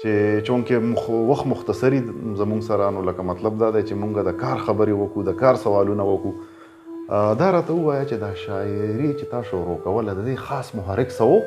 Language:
Pashto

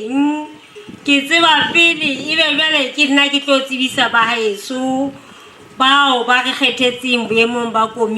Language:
Southern Sotho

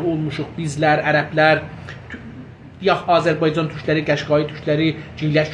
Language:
South Azerbaijani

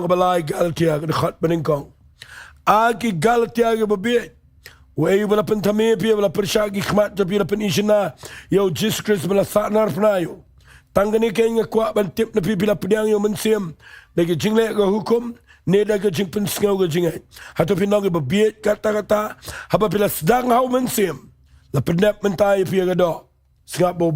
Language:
Khasi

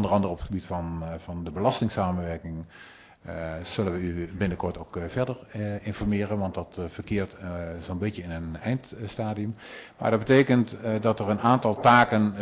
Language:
Dutch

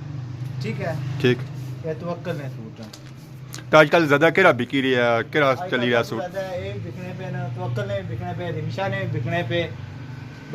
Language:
Pahari-Potwari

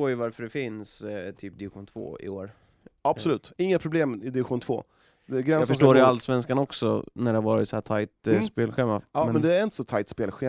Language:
Swedish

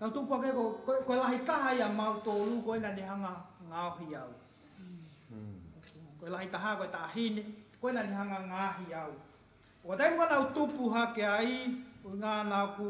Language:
Tongan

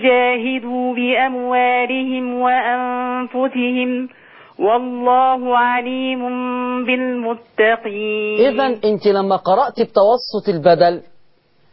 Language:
Arabic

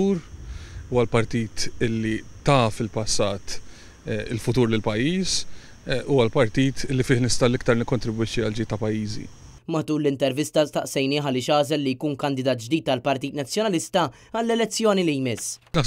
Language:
Maltese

